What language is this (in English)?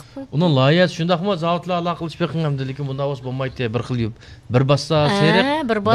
Uyghur